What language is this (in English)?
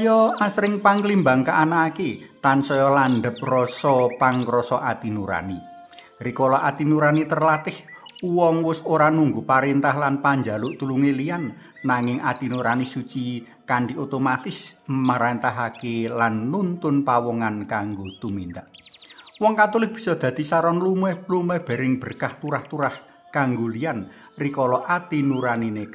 Javanese